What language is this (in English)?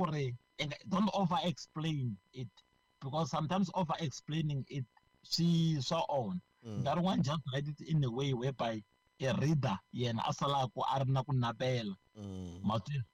Tsonga